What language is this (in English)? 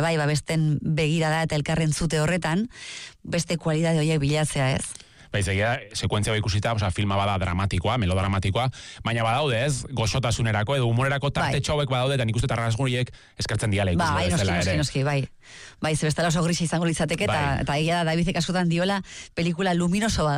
Basque